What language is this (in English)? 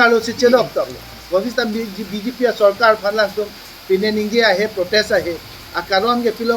Karbi